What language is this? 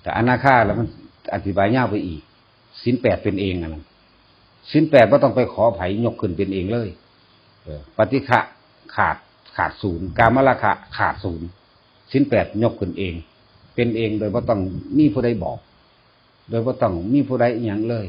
Northeastern Thai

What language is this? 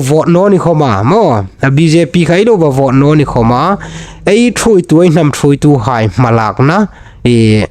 Hmar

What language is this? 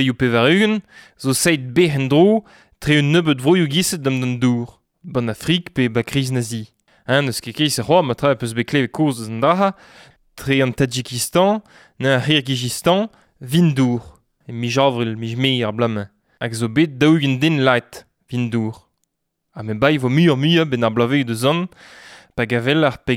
Breton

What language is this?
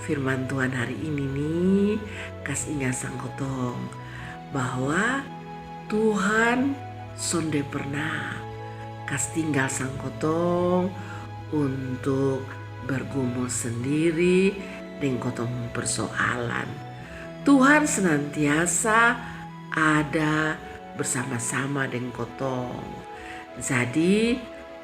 Kupang Malay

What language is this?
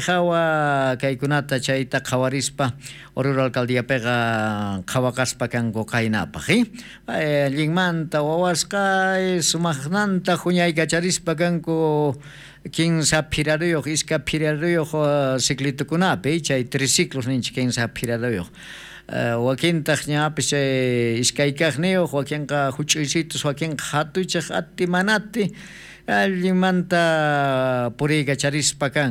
South Bolivian Quechua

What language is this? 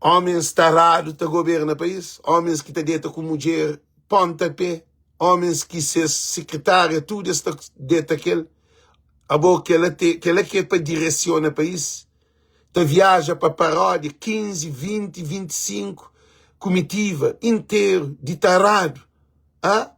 Kabuverdianu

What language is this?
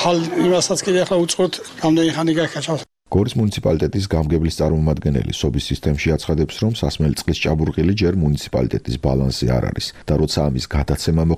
Georgian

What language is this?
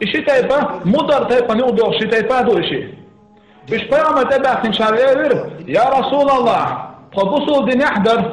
Chechen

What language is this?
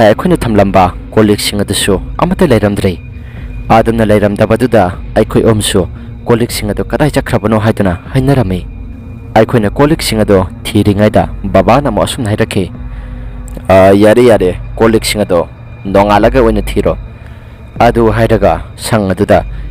Manipuri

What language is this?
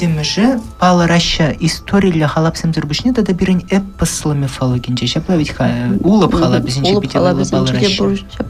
Chuvash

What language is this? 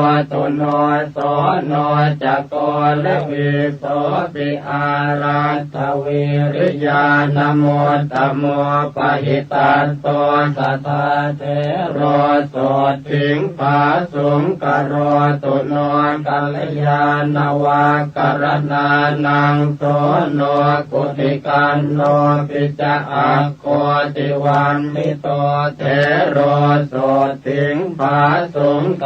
Pali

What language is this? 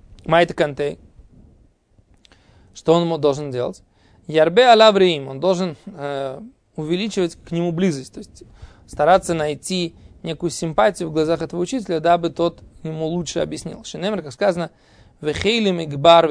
Russian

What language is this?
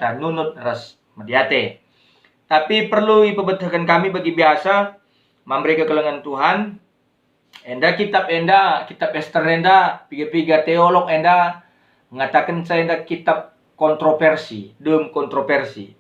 Batak Karo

